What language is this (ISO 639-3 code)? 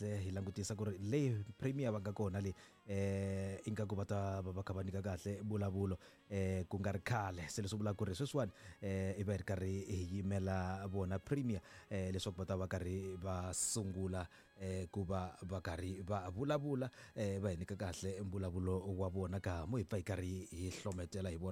tso